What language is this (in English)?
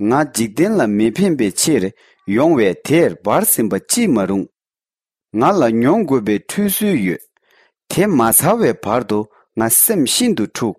Tibetan